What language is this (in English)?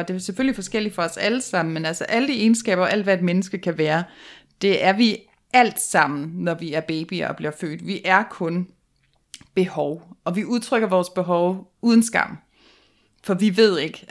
Danish